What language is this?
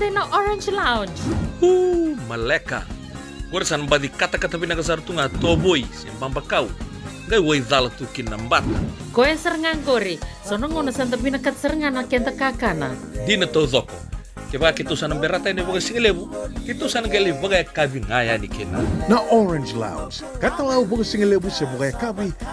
Fijian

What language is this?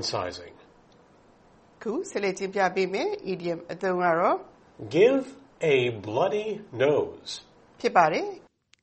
Burmese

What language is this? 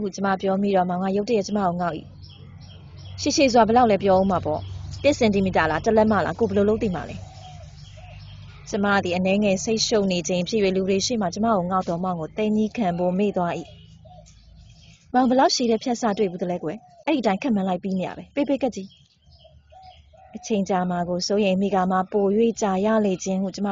Burmese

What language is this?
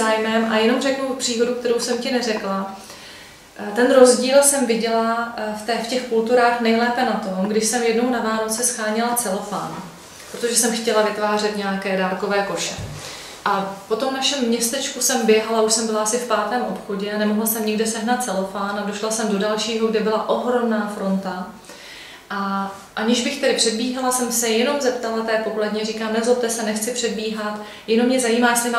Czech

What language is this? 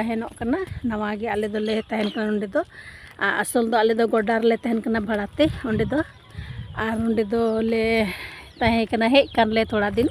Santali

